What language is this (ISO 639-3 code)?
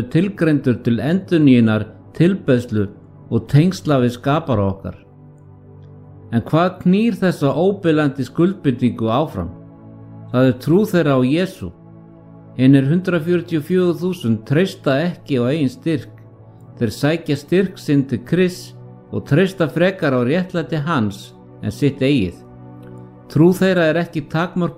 isl